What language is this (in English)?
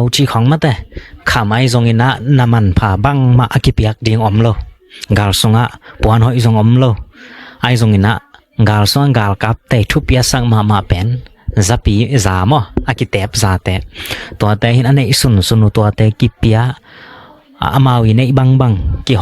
Tedim Chin